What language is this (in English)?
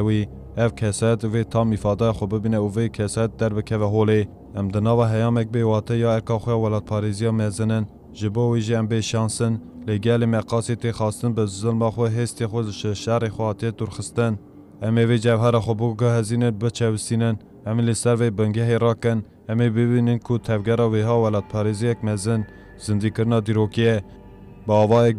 Kurdish